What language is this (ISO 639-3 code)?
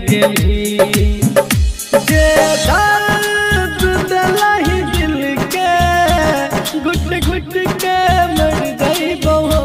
bho